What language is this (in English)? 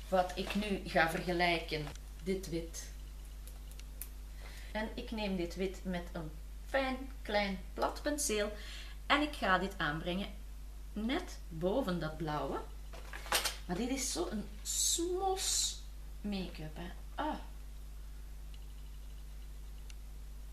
Dutch